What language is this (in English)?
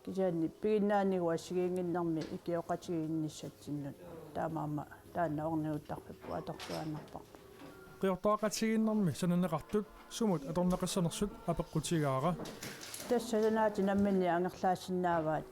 Kalaallisut